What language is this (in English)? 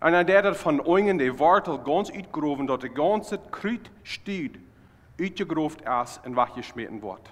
Plautdietsch